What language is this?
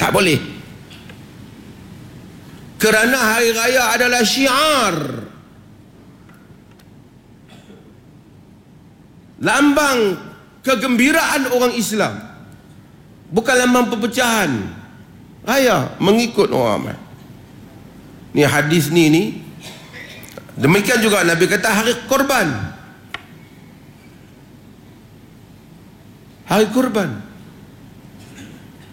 Malay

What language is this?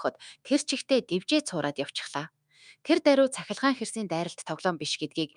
Mongolian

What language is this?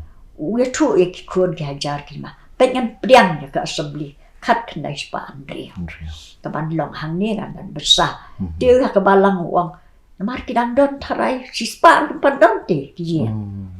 Khasi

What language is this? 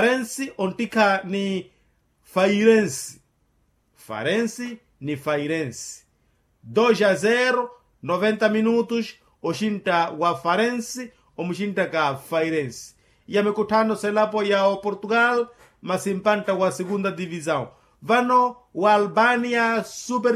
Makhuwa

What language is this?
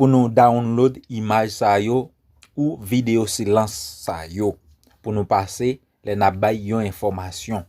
Haitian Creole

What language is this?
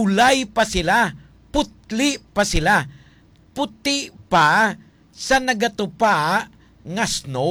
Hiligaynon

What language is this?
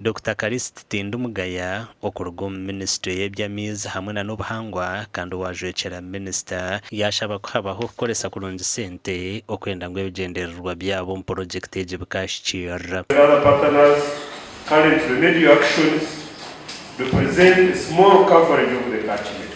Nyankole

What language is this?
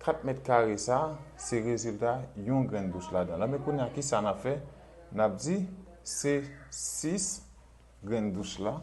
Haitian Creole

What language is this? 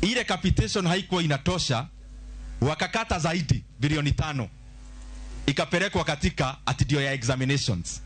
Luo (Kenya and Tanzania)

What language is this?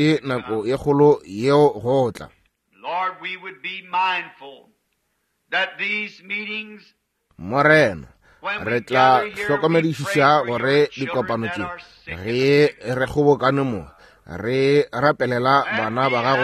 Northern Sotho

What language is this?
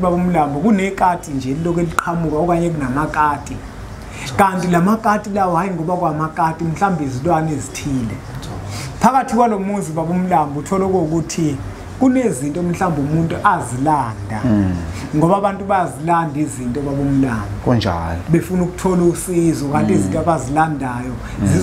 Zulu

